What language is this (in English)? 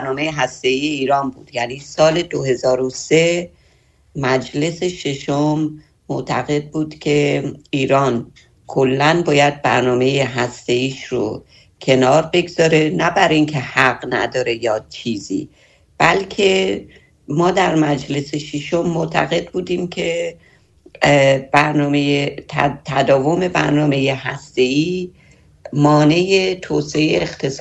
Persian